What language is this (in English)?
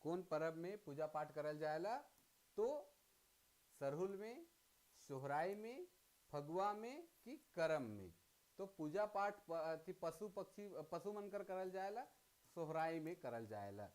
Sadri